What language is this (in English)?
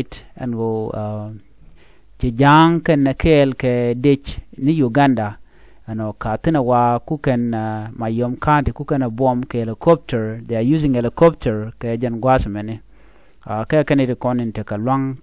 Nuer